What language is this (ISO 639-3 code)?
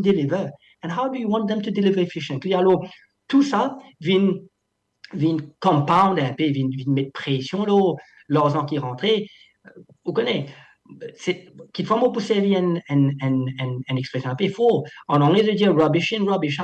mfe